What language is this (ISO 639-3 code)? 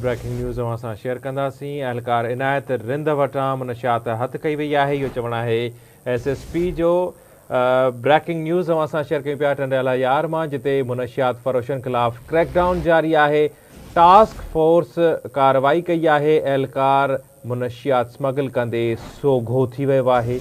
snd